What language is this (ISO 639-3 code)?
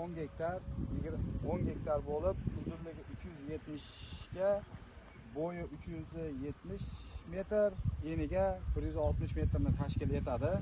uzb